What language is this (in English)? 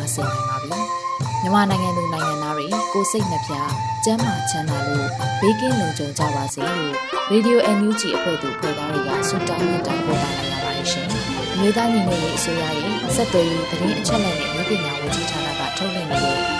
Burmese